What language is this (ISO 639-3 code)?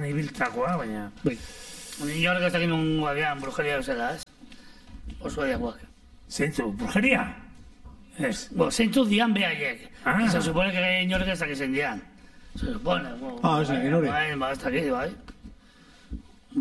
eus